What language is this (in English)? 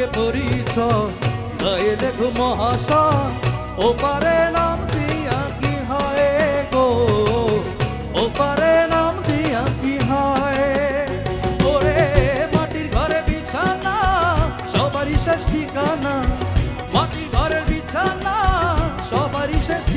Bangla